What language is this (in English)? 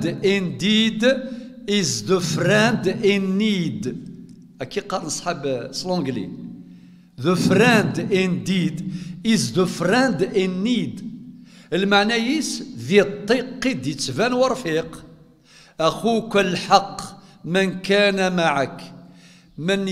Kabyle